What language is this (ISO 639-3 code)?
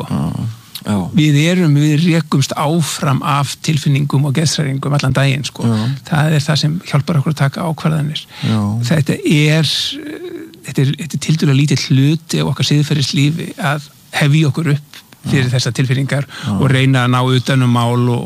isl